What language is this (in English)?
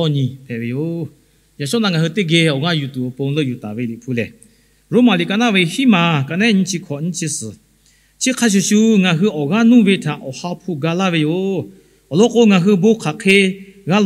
Lahu